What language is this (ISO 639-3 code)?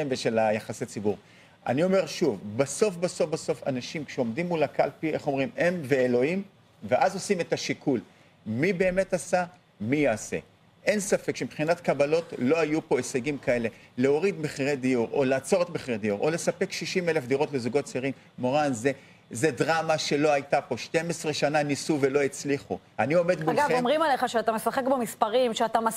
heb